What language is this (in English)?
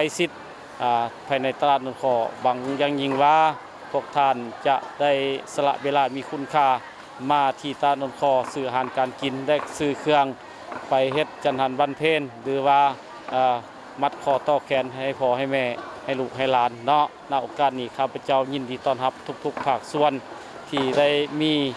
Lao